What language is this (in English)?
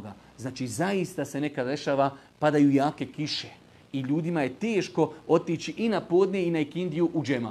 Bosnian